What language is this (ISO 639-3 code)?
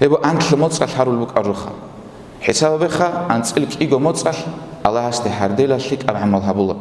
ava